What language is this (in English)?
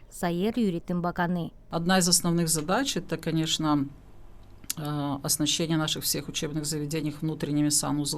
Gagauz